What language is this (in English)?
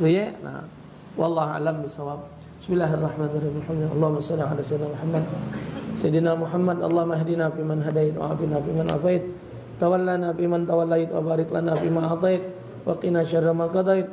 Musi